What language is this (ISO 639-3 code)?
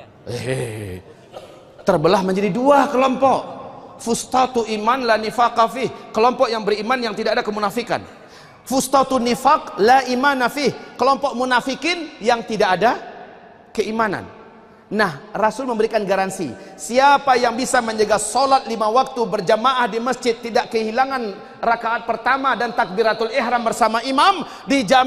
ind